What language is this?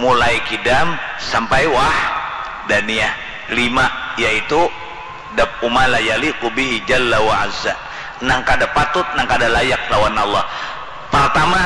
Banjar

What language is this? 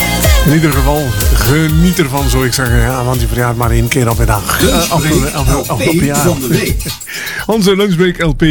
Dutch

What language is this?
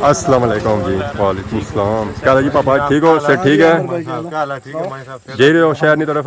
Pahari-Potwari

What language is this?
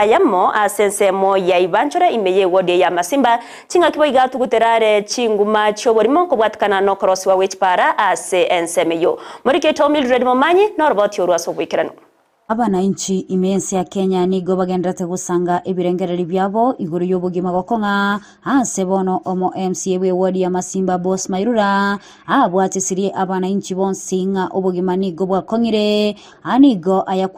Gusii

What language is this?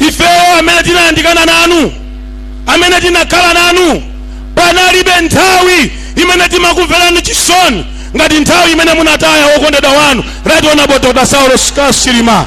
Nyanja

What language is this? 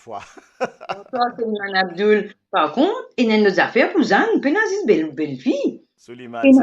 Morisyen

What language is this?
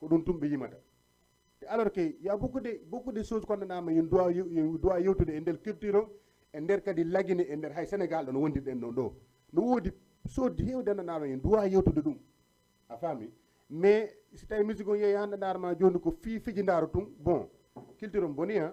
Fula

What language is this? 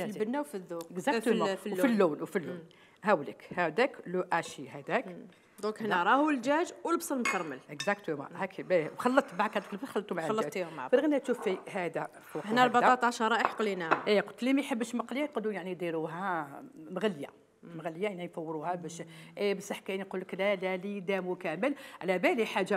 Algerian Arabic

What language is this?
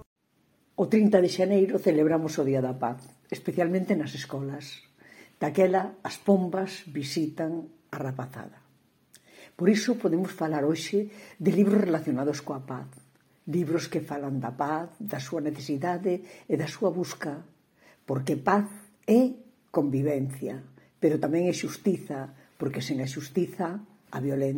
Galician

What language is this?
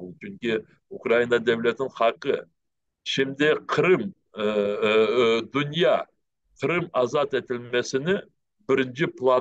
Crimean Tatar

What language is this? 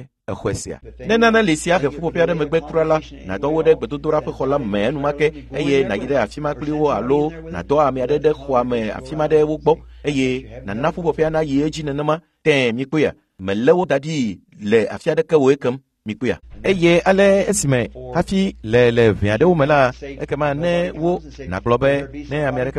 Ewe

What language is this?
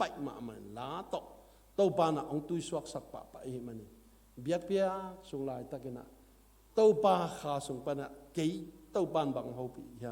Tedim Chin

